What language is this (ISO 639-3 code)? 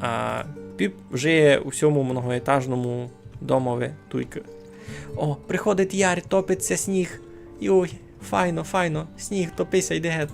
rue